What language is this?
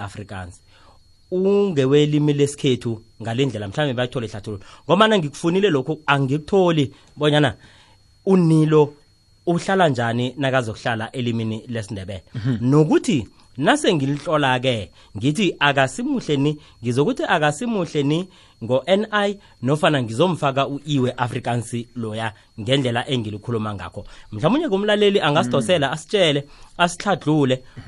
South Ndebele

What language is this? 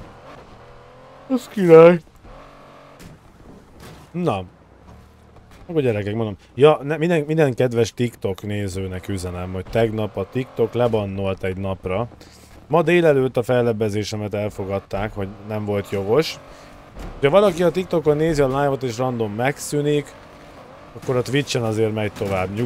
Hungarian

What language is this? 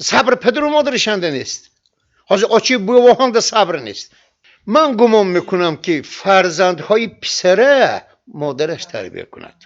Tajik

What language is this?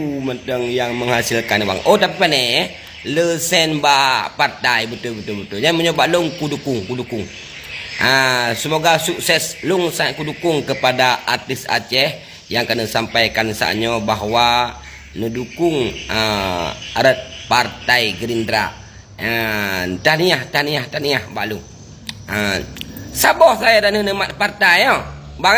Achinese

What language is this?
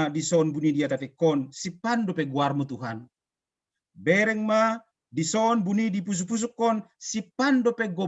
Batak Simalungun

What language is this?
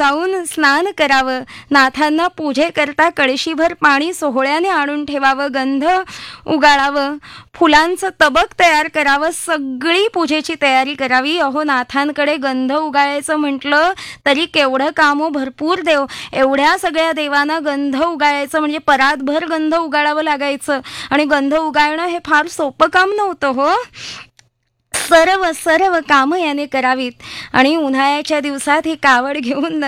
Marathi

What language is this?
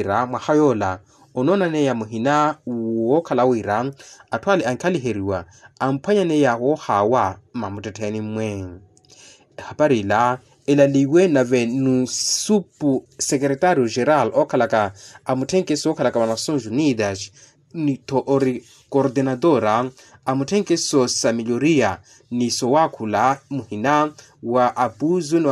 Makhuwa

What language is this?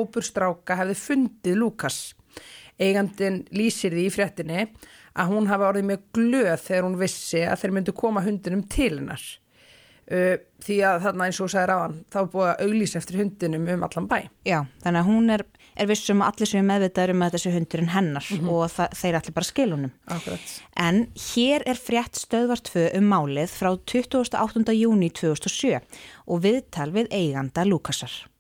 Icelandic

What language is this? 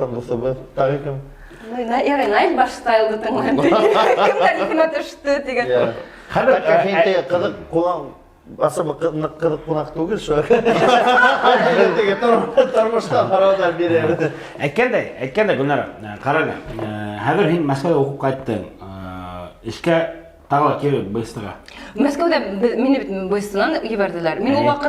Bashkir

